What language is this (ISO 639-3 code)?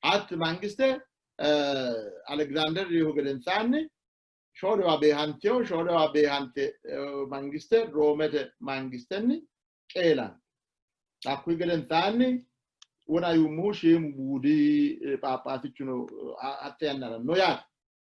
sid